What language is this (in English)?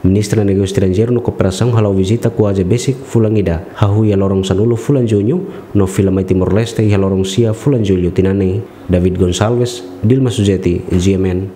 Tetum